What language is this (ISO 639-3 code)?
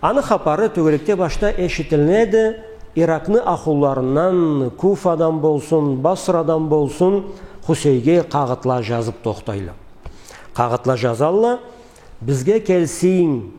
krc